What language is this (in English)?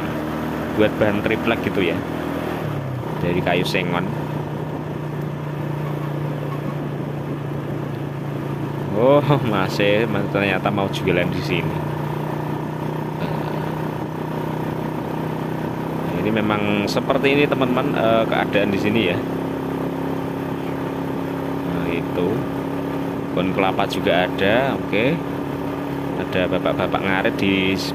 Indonesian